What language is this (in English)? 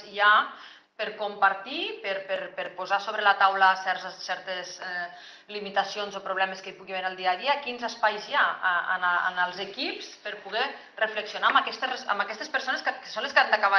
Catalan